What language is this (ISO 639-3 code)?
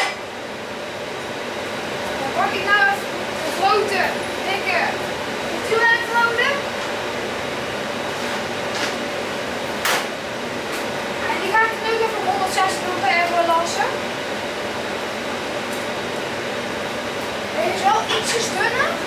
nld